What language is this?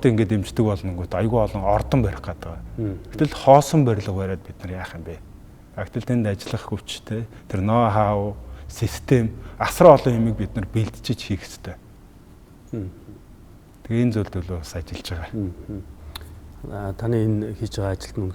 Mongolian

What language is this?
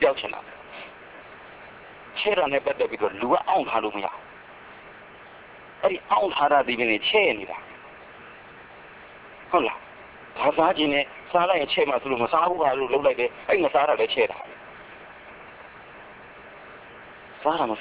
Burmese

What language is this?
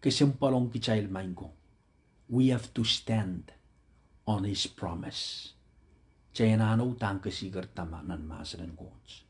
Pohnpeian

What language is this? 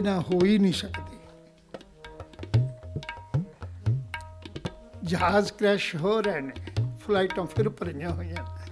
Punjabi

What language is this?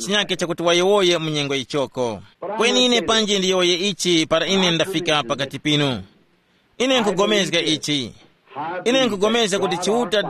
Tumbuka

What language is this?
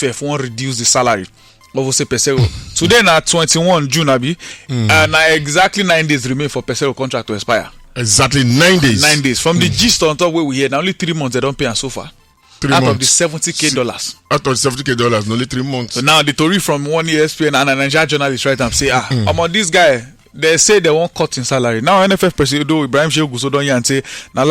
Nigerian Pidgin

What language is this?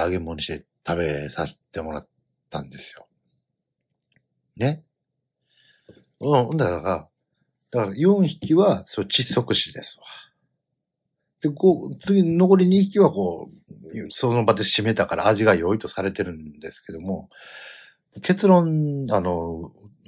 Japanese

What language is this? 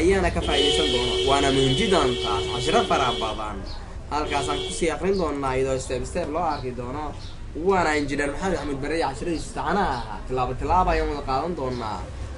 Somali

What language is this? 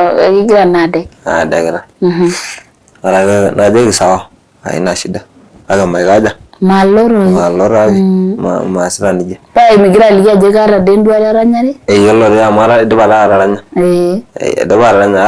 Masai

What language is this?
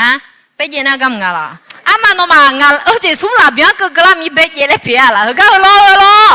Akha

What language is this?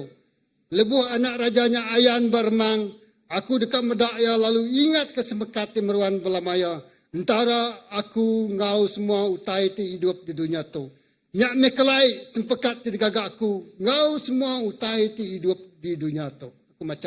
Iban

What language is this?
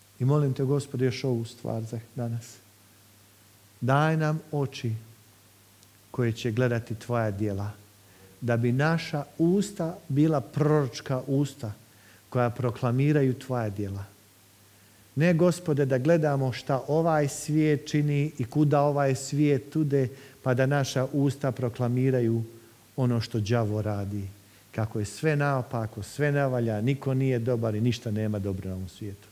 Croatian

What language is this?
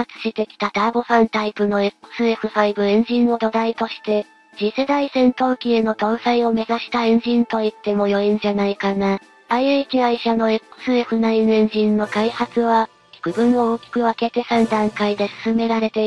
Japanese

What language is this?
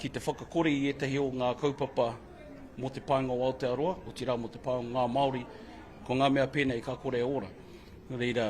Māori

